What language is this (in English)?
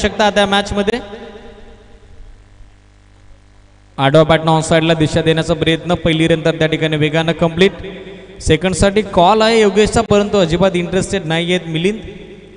Marathi